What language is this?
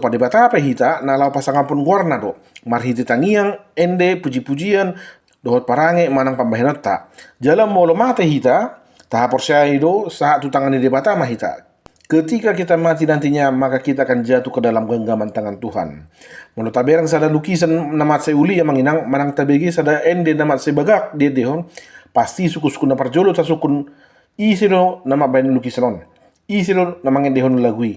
Batak Toba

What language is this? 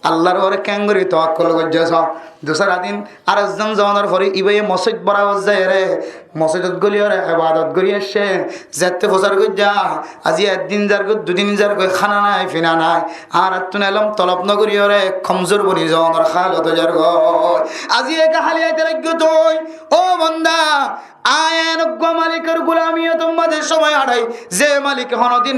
Rohingya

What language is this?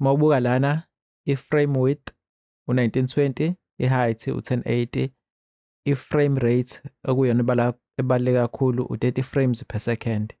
Zulu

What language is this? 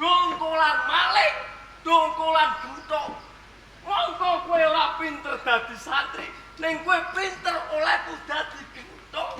Javanese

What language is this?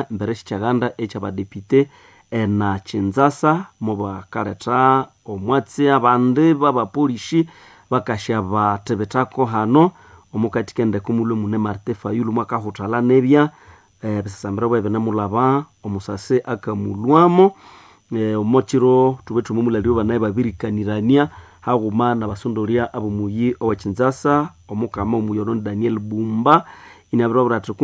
Nande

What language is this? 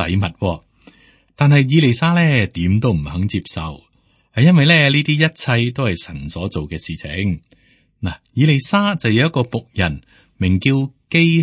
Cantonese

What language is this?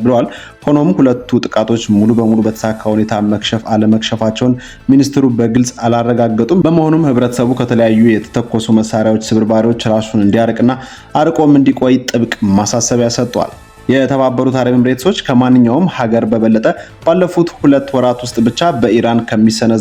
Amharic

